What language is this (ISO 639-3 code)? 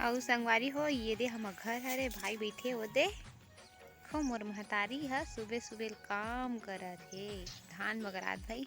hne